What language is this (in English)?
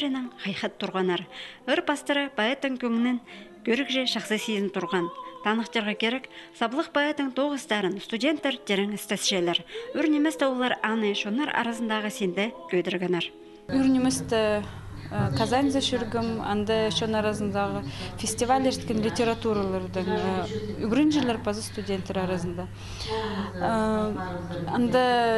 Khakas